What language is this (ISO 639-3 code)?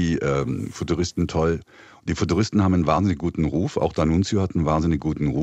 gsw